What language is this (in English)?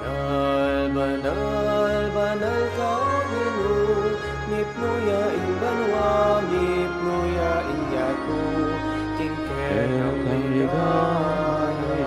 Pampanga